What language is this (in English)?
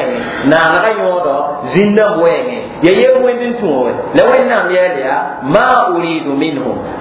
Mossi